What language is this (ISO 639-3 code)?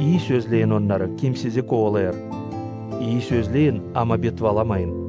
gag